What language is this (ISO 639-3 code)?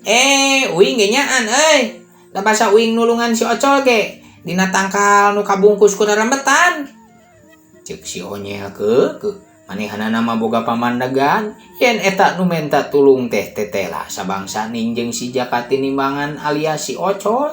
sun